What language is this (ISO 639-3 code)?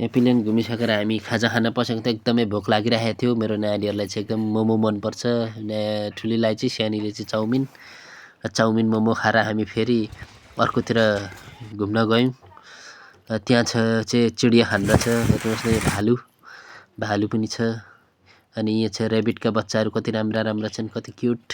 nep